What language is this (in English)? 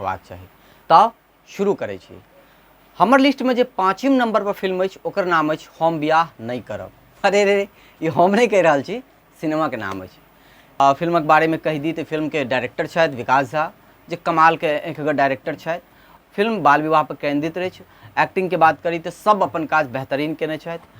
Maithili